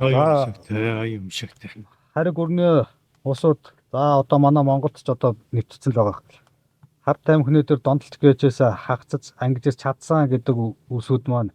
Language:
Mongolian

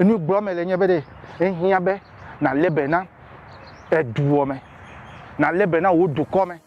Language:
Ewe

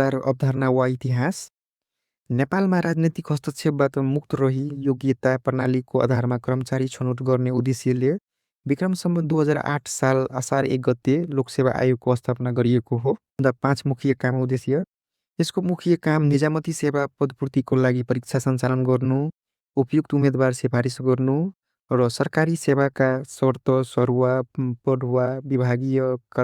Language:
Nepali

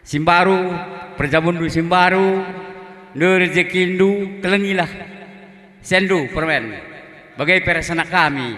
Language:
Batak Karo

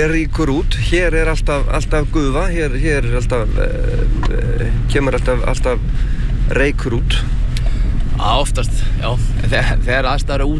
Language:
Icelandic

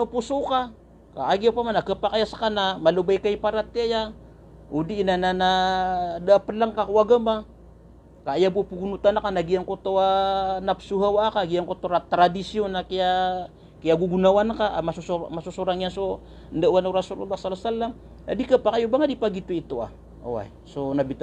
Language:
Maranao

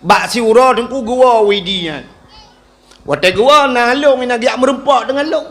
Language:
Achinese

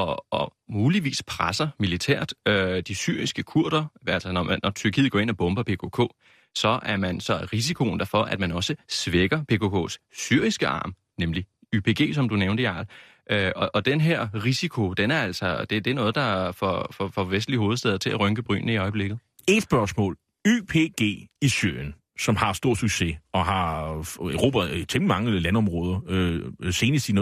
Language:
Danish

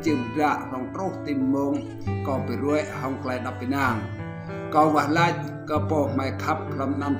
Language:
Rade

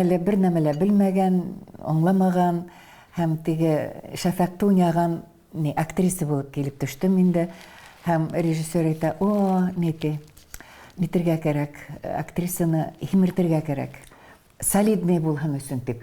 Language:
Bashkir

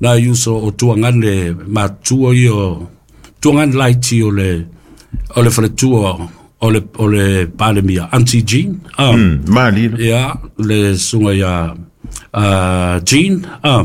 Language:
Samoan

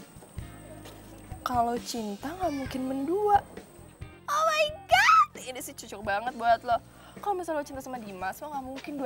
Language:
Indonesian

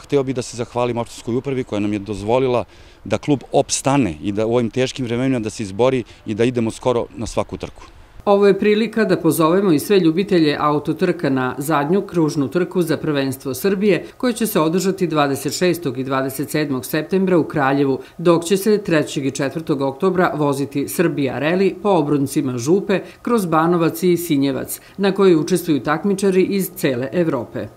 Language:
Serbian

